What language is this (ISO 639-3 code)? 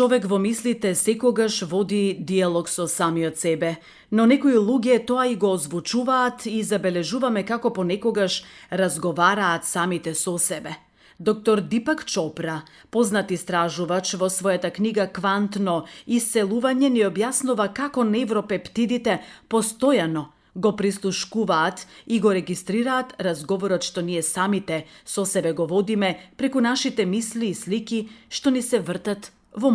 mkd